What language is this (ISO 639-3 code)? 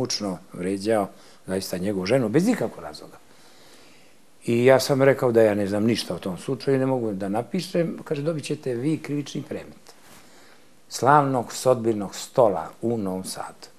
srp